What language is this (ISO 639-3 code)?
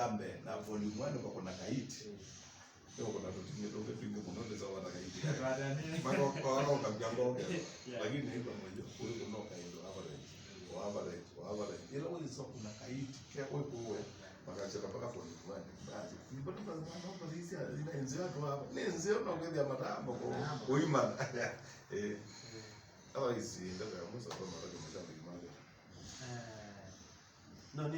kam